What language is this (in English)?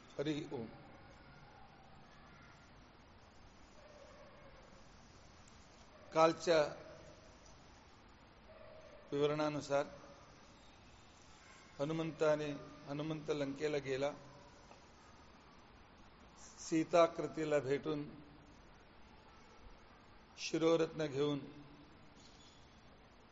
Marathi